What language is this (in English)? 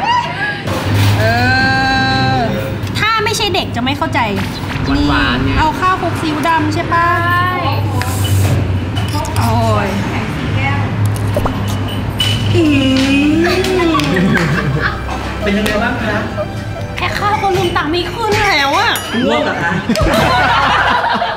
Thai